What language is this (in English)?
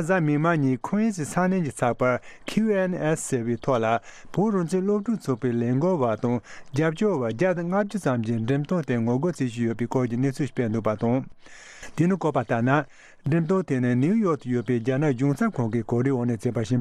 Tibetan